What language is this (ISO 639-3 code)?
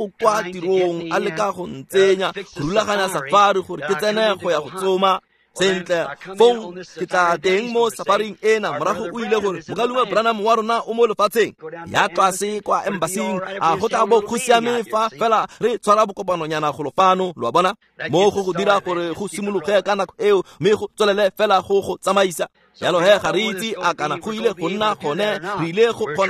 tsn